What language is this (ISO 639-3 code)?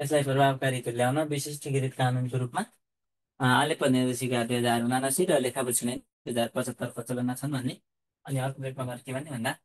nep